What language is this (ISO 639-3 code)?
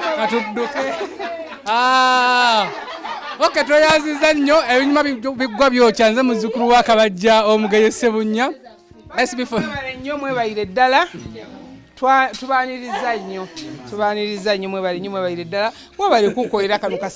lug